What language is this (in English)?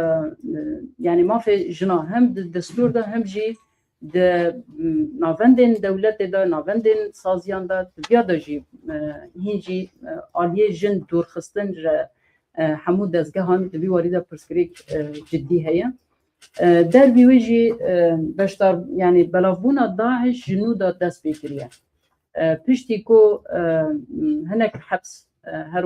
Kurdish